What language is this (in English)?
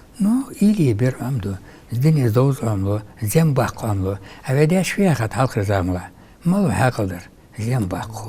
Ingush